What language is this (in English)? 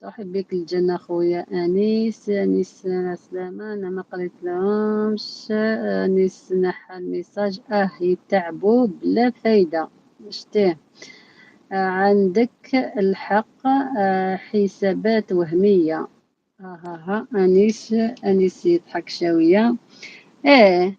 Algerian Arabic